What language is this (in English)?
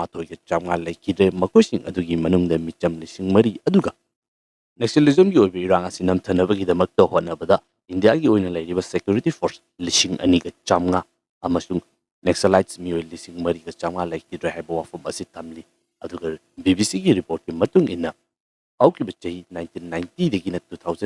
Manipuri